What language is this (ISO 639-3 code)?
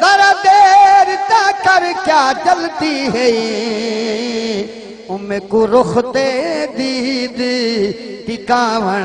skr